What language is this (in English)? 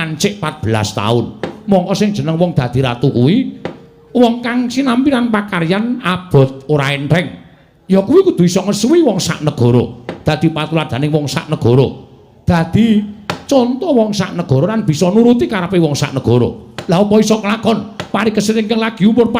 Javanese